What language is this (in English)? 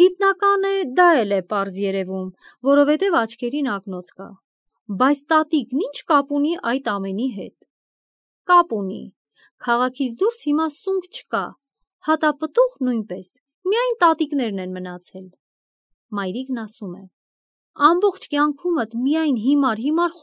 Armenian